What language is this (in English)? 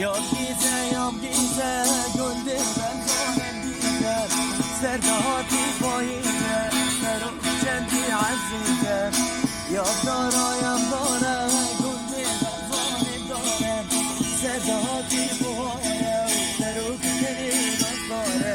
Kurdish